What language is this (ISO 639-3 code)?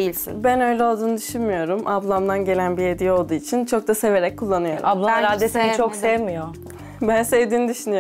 tur